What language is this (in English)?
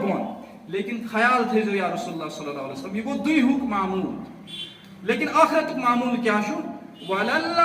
Kashmiri